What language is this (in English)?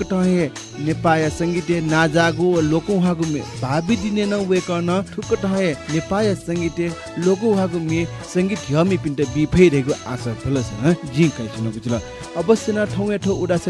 Newari